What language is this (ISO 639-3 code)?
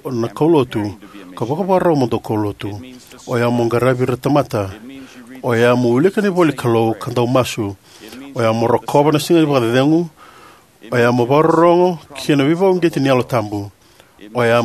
fij